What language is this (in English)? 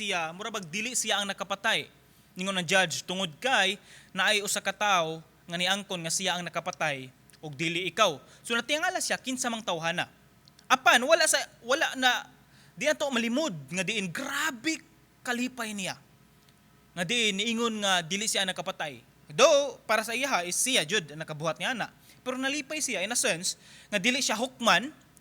Cebuano